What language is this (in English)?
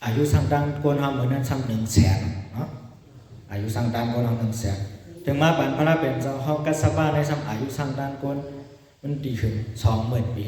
Shan